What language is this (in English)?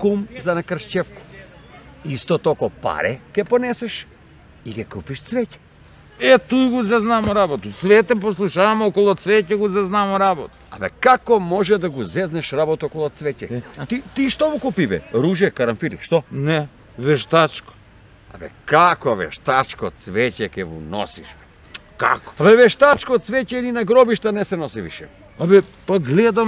Macedonian